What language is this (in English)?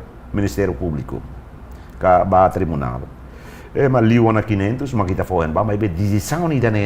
Tetum